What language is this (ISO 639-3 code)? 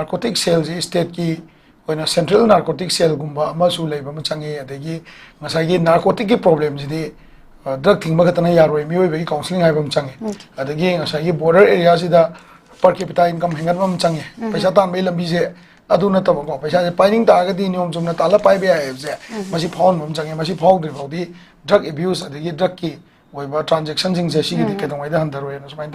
mni